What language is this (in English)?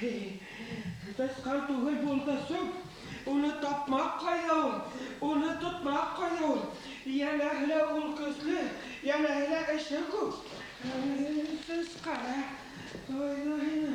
Bashkir